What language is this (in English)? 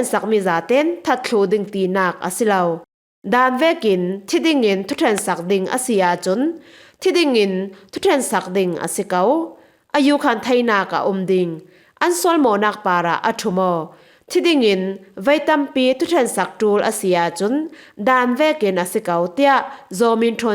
Falam Chin